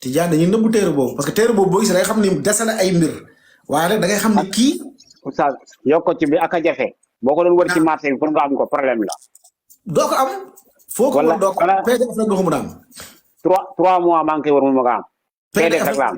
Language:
Wolof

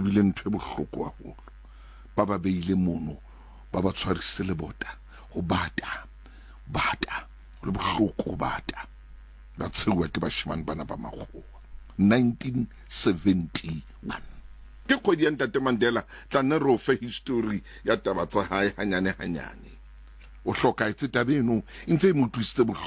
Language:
Southern Sotho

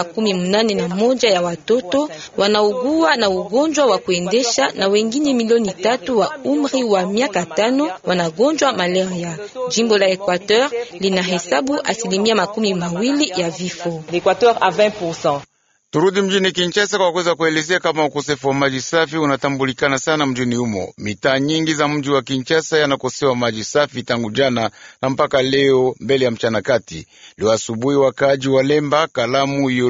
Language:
Swahili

